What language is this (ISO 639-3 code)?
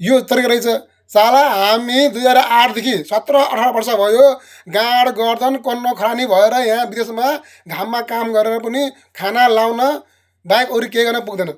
nep